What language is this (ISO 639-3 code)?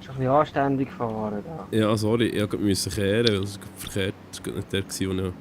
gsw